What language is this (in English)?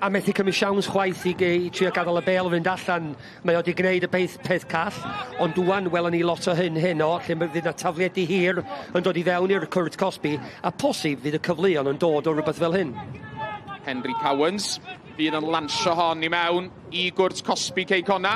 Welsh